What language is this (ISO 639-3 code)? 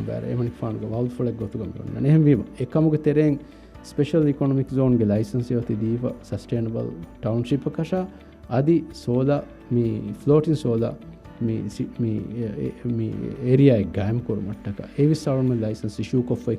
div